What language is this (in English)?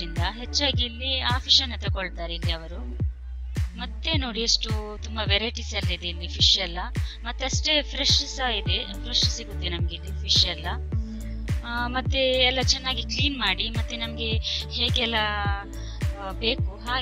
Kannada